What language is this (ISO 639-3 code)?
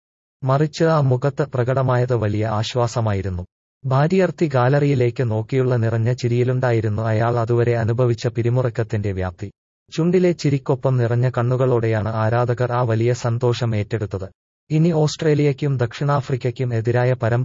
mal